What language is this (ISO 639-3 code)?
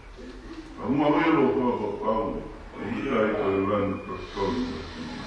ton